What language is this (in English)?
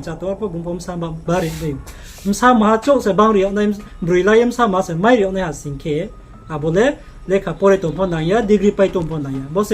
Riang (India)